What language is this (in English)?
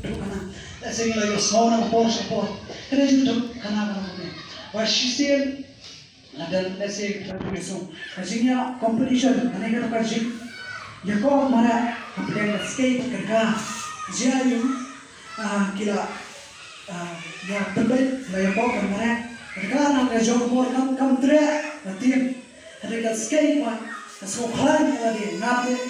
Khasi